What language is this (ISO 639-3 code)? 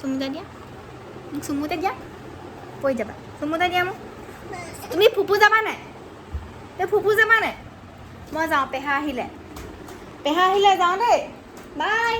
asm